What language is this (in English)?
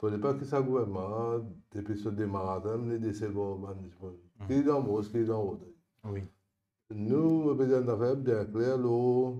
Morisyen